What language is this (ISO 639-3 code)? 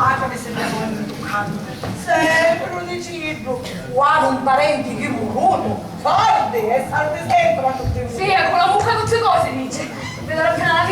scn